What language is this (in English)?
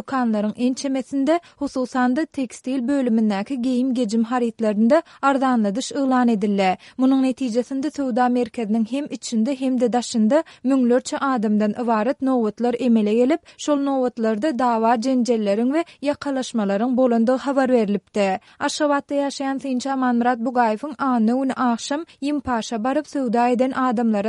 Turkmen